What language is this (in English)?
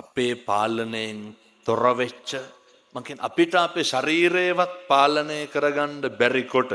Sinhala